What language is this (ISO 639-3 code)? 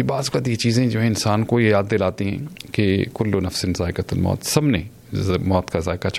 urd